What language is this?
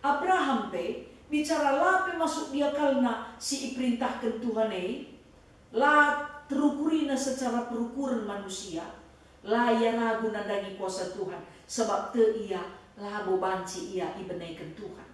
Batak Karo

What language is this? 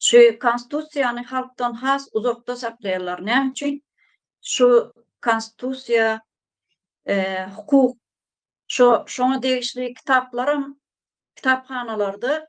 Turkmen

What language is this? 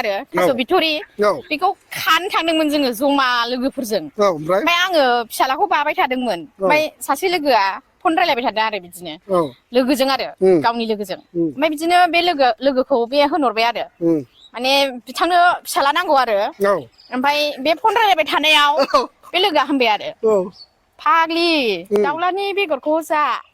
Bodo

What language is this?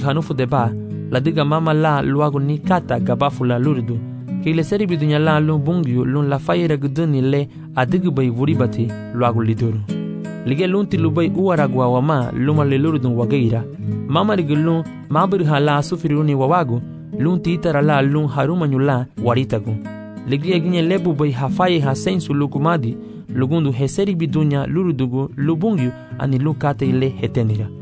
Garifuna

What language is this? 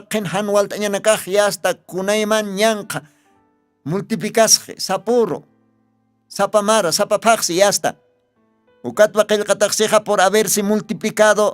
Aymara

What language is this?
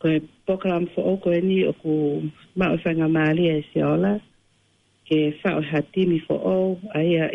Tongan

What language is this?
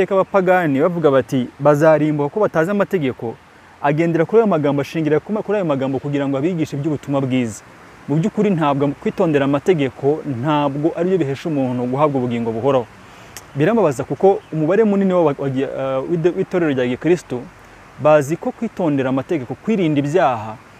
Kinyarwanda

